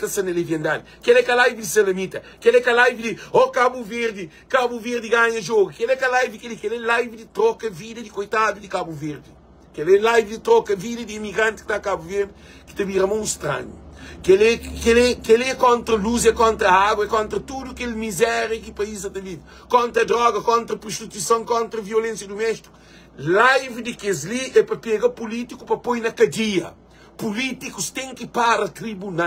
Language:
Kabuverdianu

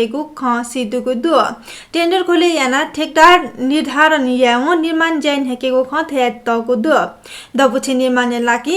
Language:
Newari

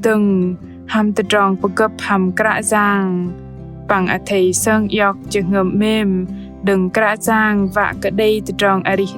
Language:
Bahnar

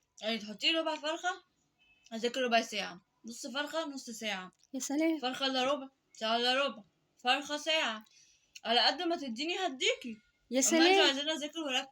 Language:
Egyptian Arabic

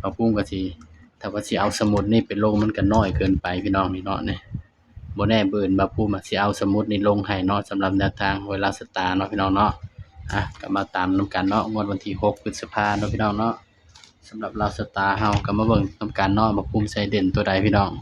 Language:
Northeastern Thai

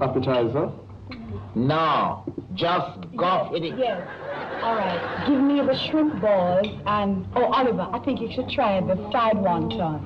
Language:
Jamaican Creole English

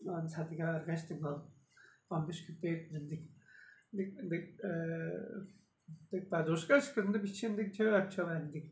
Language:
Tuvinian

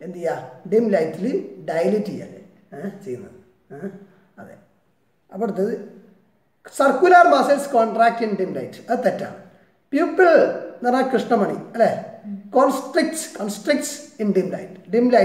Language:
Malayalam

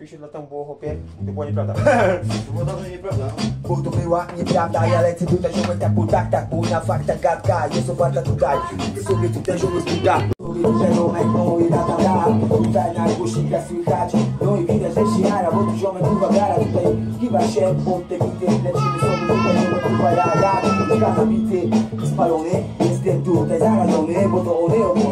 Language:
Polish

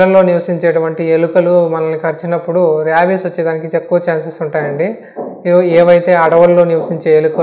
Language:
Telugu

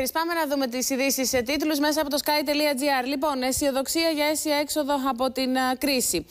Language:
Greek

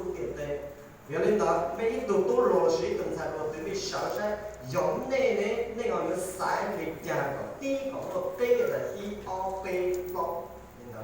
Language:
Hmong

